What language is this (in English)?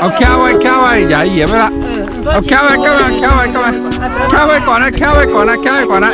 Shan